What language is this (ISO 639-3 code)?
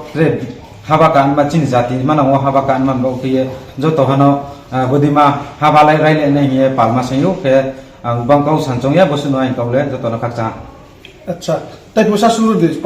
ria